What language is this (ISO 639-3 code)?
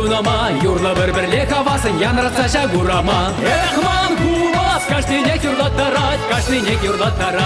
chv